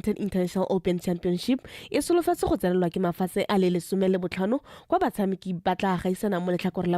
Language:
Tswana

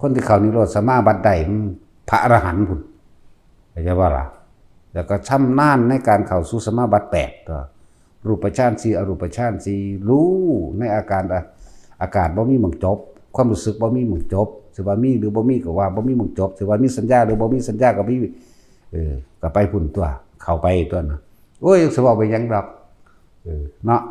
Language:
Northeastern Thai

